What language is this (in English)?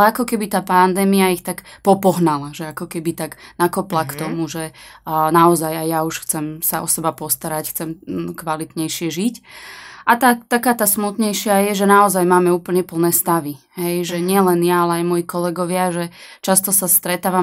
Slovak